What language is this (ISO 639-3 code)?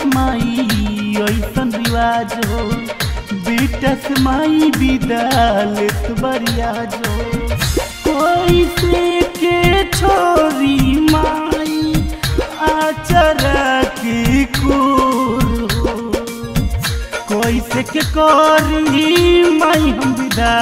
bho